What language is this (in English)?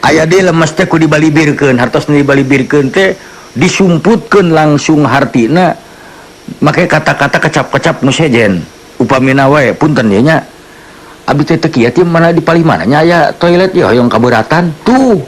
Sundanese